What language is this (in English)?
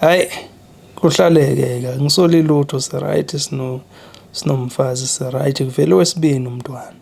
Zulu